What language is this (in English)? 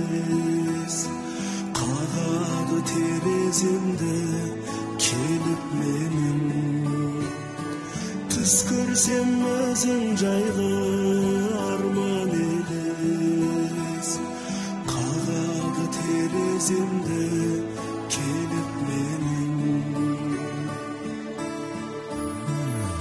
Kazakh